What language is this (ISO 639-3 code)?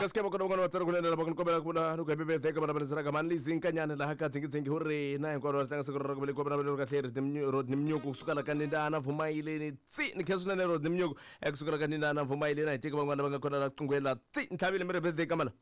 tso